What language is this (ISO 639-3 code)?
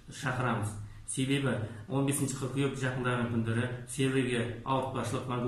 kaz